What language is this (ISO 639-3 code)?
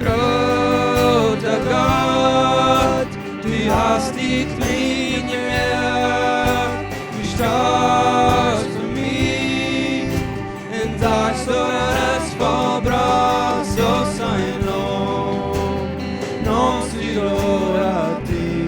pdt